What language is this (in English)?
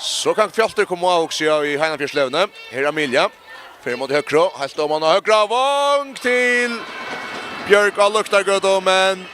Faroese